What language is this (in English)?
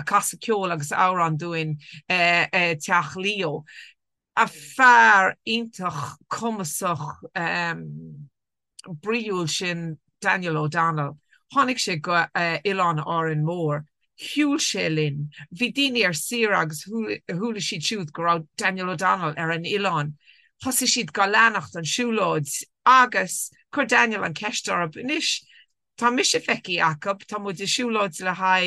Irish